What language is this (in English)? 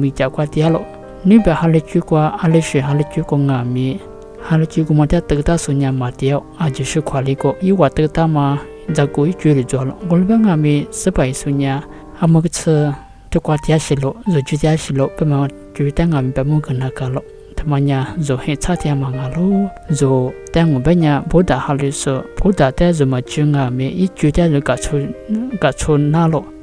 Lisu